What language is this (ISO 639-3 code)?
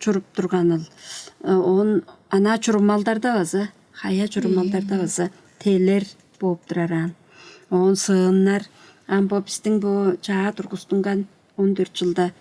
tyv